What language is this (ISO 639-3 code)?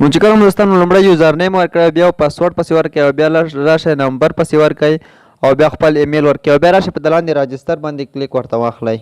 pus